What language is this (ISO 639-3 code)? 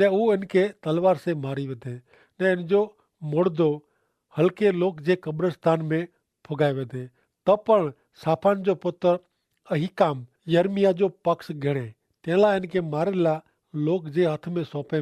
kfr